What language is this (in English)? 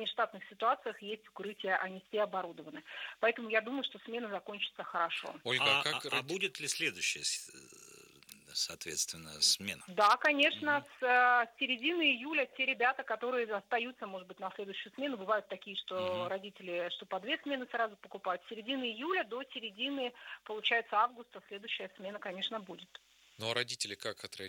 Russian